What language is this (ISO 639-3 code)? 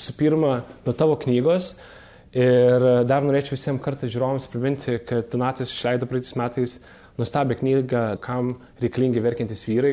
lit